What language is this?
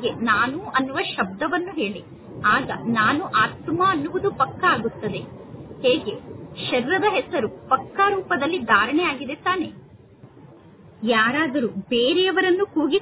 Kannada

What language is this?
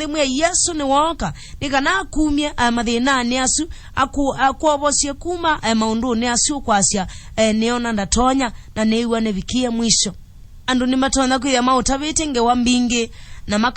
Kamba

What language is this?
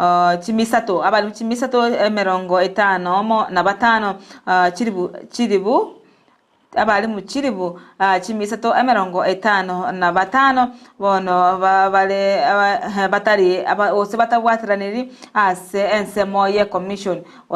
Gusii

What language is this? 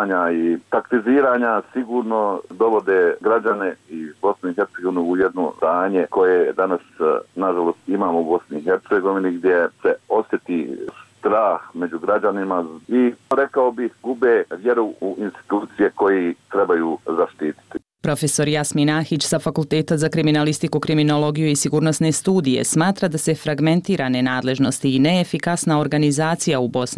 Bosnian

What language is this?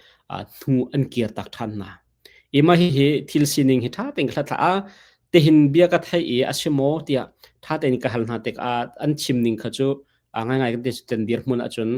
Hakha Chin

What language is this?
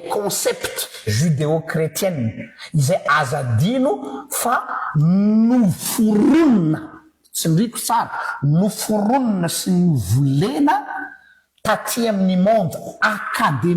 Malagasy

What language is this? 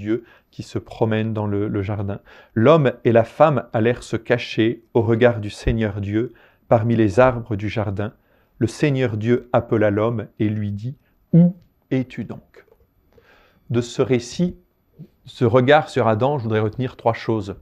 French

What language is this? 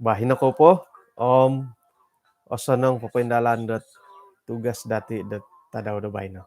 Central Dusun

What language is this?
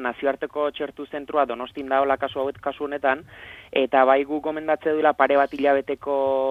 Basque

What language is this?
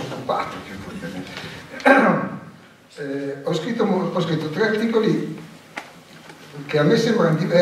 Italian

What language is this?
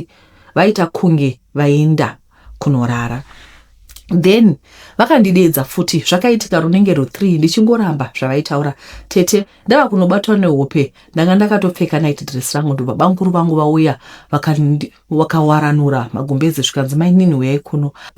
Shona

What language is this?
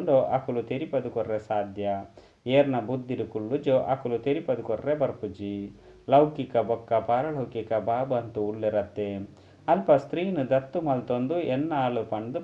Tulu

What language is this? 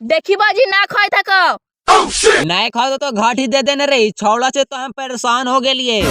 Magahi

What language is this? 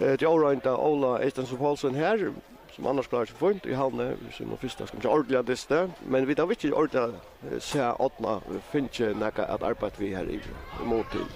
Faroese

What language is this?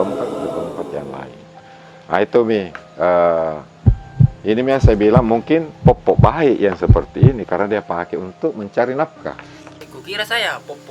Makassar Malay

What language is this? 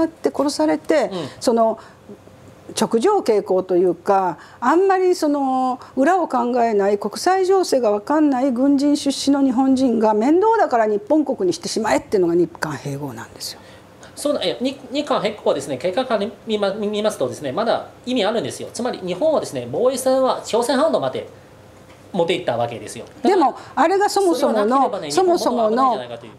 Japanese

